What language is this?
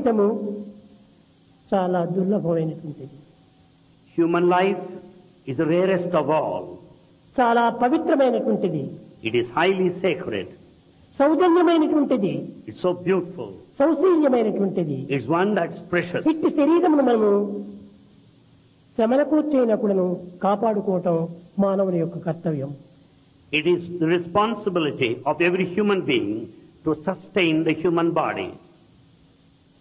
Telugu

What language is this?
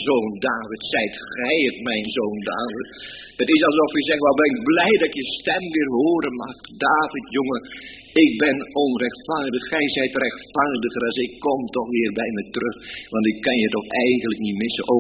Dutch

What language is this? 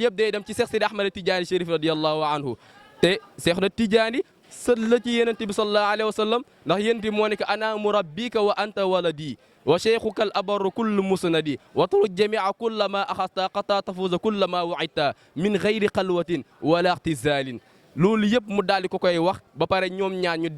Wolof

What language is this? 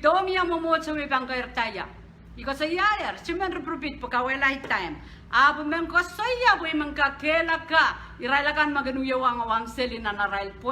Pohnpeian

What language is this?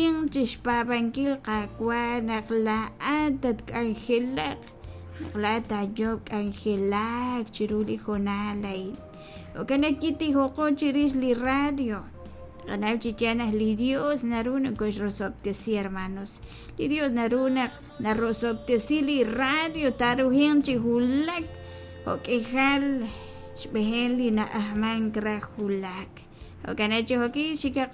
Kekchí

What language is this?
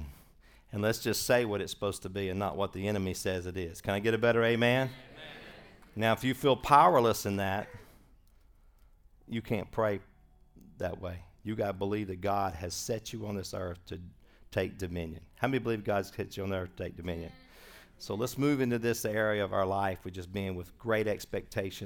English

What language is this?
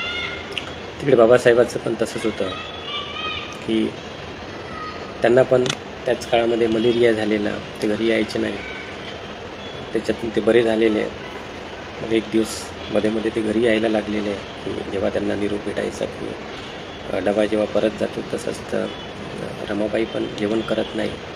Marathi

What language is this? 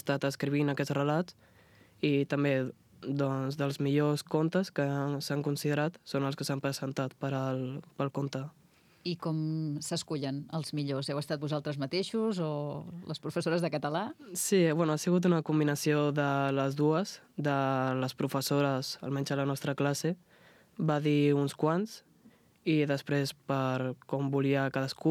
Catalan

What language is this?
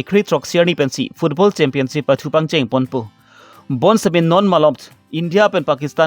Karbi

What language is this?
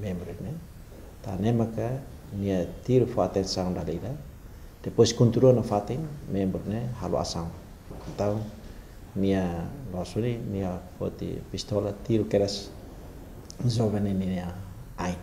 Tetum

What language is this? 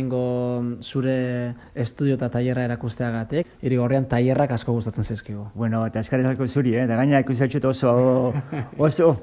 Basque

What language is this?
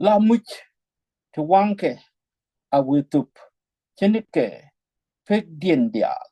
Nuer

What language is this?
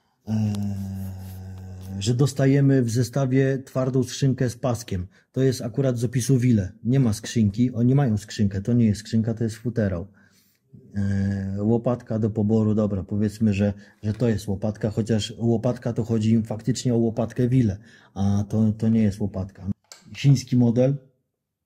Polish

